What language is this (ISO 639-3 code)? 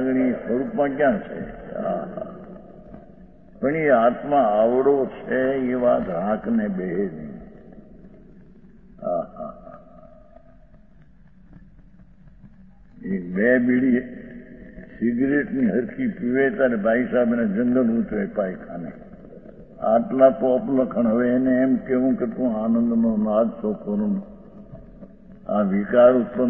guj